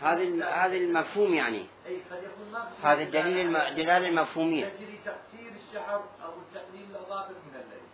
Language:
Mesopotamian Arabic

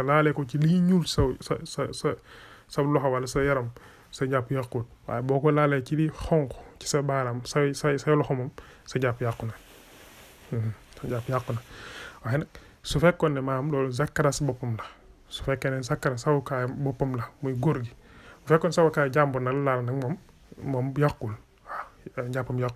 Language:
Wolof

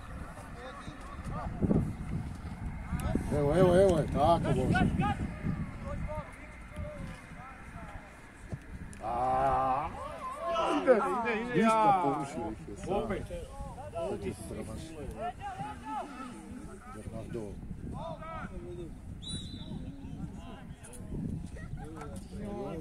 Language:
Croatian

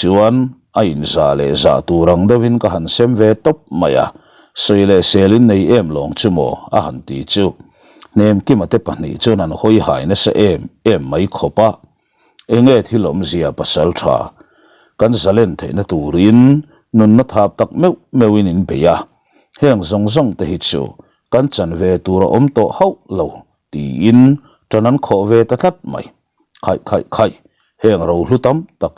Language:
Mizo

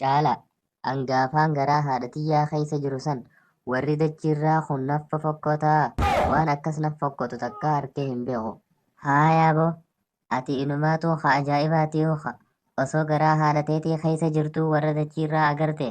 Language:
Oromo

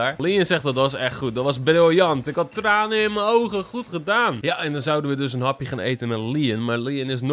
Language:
Dutch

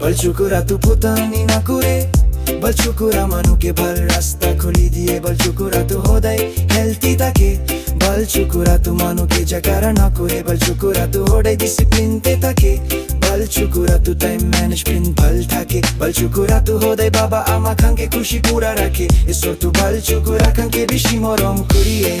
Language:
Naga Pidgin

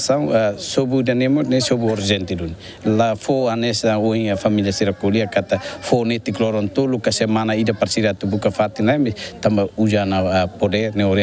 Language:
Tetum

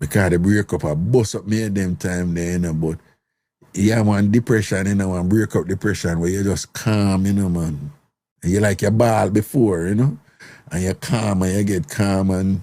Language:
Jamaican Creole English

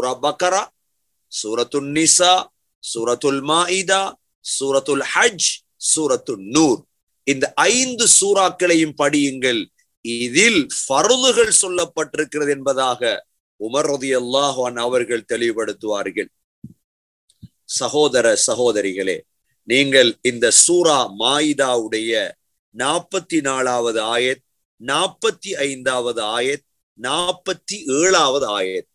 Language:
Tamil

